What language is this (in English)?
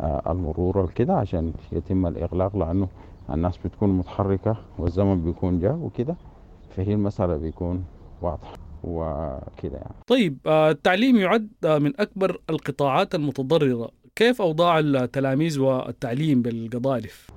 Sudanese Arabic